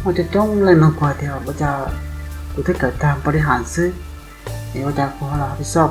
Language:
Hmong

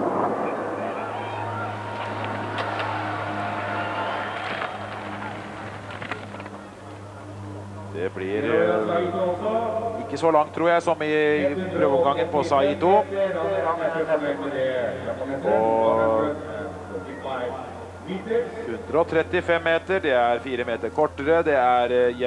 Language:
Norwegian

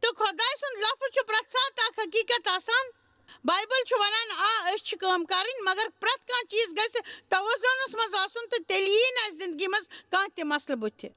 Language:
Kashmiri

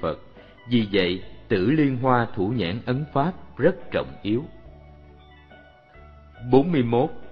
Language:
Vietnamese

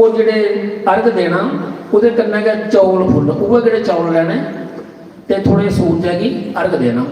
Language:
Dogri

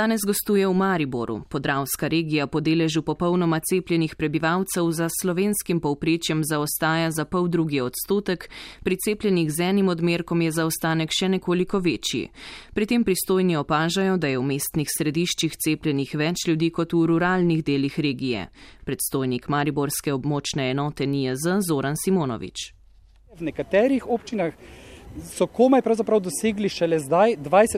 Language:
Slovenian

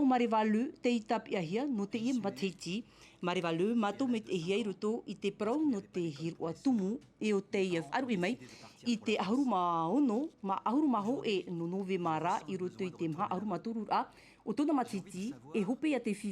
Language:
Tahitian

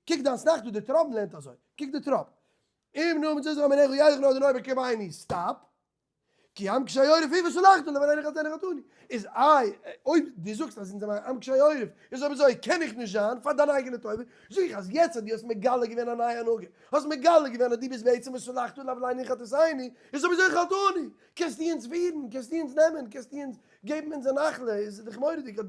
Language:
Yiddish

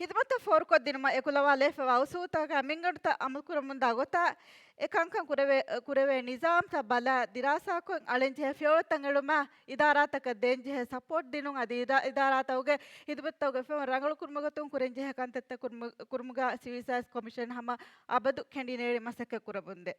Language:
Divehi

